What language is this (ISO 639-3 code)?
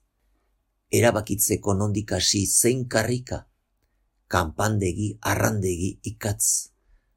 eus